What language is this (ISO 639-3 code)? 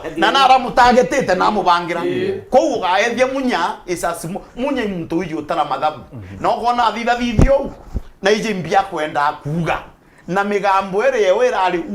mer